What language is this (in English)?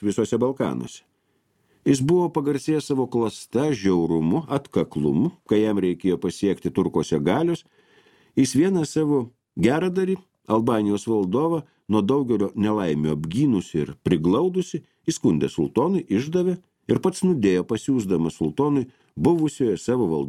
Lithuanian